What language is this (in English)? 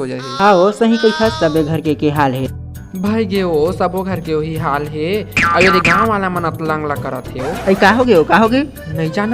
Chhattisgarhi